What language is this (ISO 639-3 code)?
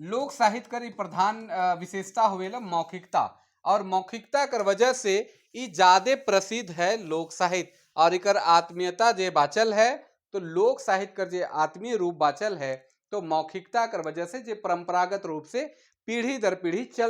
sck